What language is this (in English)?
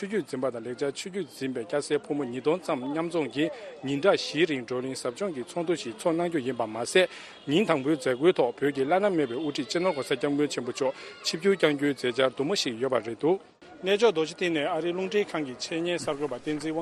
Tibetan